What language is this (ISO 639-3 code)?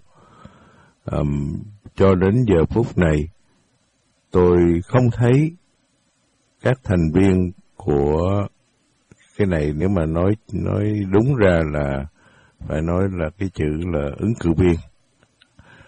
vie